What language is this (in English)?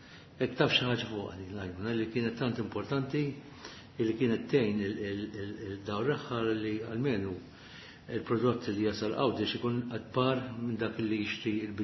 Maltese